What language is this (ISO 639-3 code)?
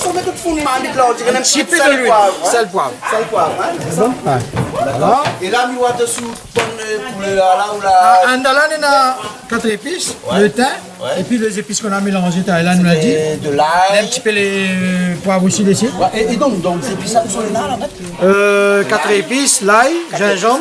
rcf